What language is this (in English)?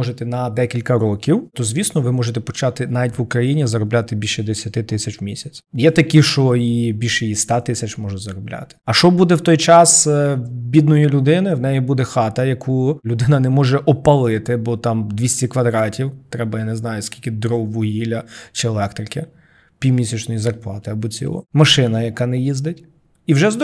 Ukrainian